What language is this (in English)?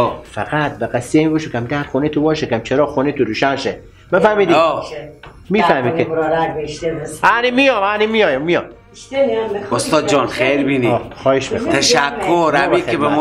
Persian